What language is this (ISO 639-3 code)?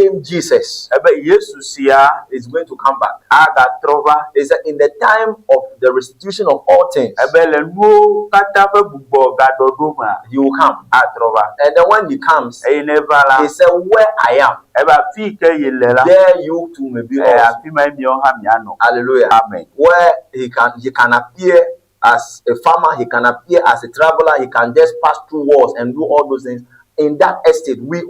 ewe